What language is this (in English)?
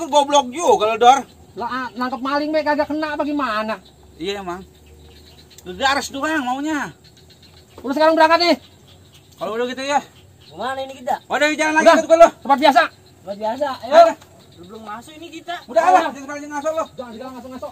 Betawi